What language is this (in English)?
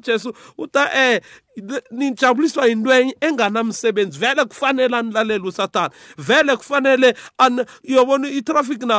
South Ndebele